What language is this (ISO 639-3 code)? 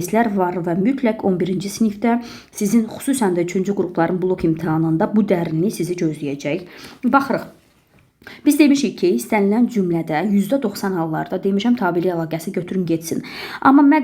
aze